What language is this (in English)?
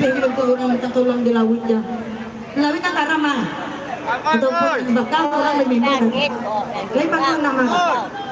Minangkabau